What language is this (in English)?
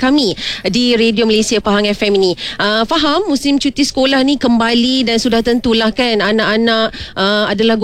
Malay